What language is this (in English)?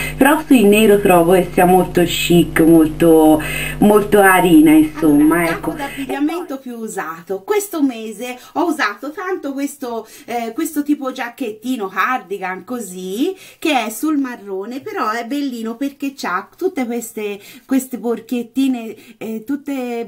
Italian